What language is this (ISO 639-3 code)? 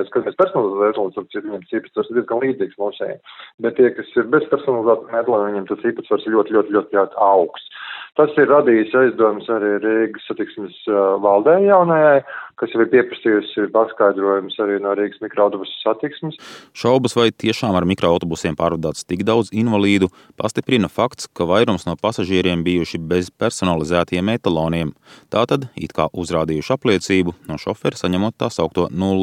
lav